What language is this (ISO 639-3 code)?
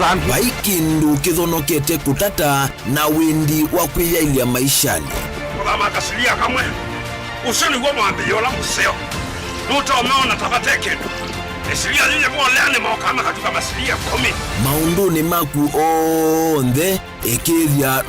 kam